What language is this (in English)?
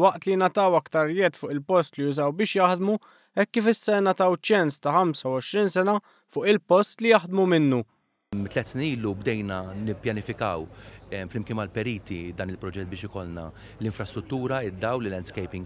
Maltese